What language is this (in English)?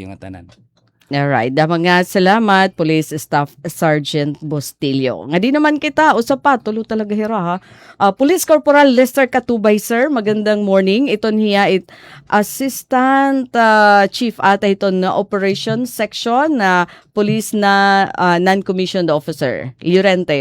Waray